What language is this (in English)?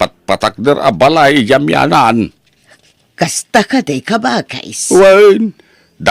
Iloko